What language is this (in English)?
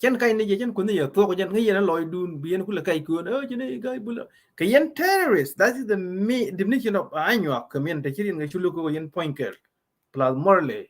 Nuer